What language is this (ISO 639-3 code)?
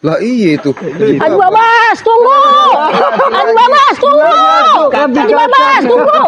bew